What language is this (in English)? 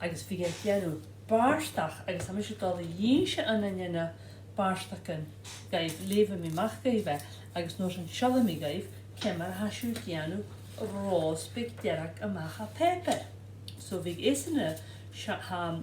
Scottish Gaelic